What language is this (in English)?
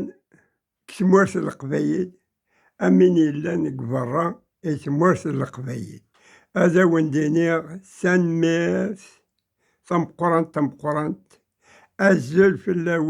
Kabyle